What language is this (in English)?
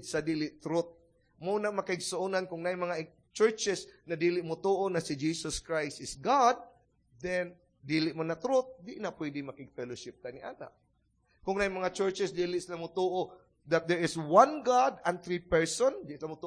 Cebuano